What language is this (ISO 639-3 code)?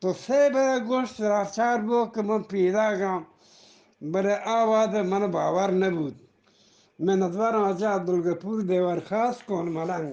bgp